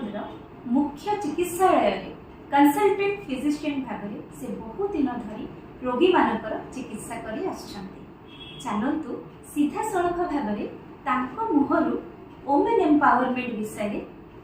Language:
Odia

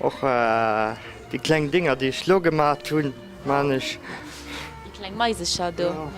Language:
Luxembourgish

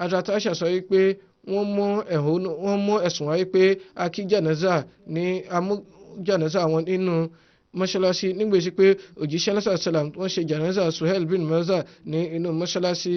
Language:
Yoruba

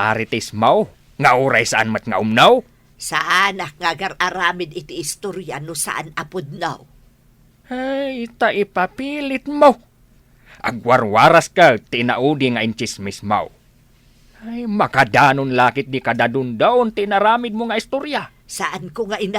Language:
Iloko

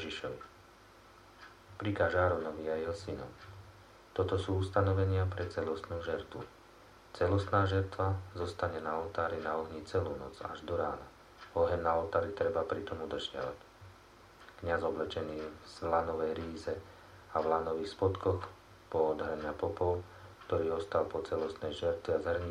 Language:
Slovak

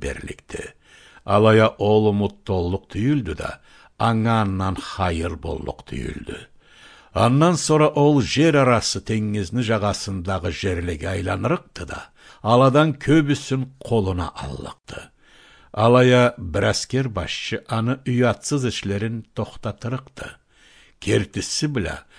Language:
Karachay-Balkar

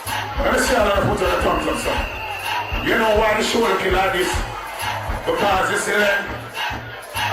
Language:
Jamaican Creole English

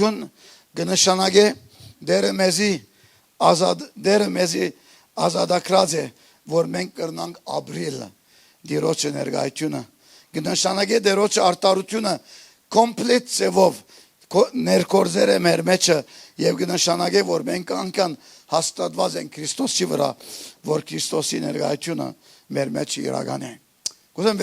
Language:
Western Armenian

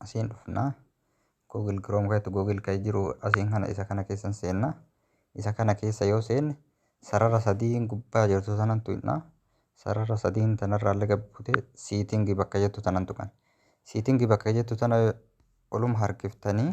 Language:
Oromo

